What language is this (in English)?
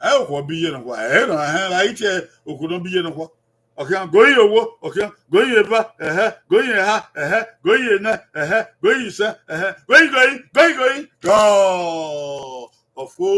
Bini